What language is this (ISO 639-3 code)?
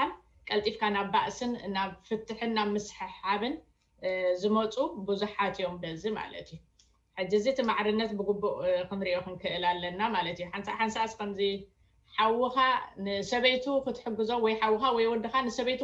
tir